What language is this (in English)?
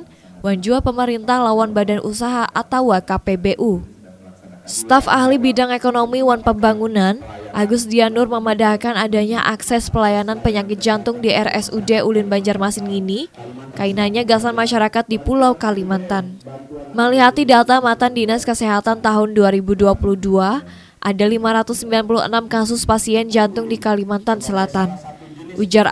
Banjar